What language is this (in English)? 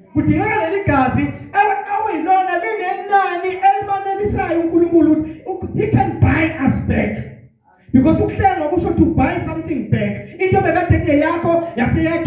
Zulu